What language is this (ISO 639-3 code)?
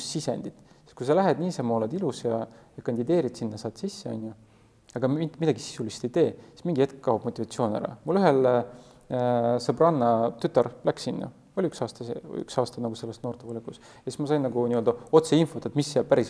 est